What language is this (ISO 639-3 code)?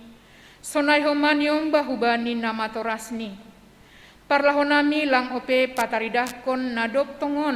bts